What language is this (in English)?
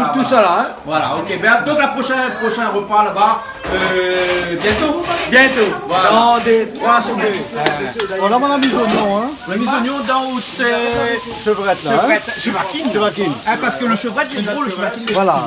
Réunion Creole French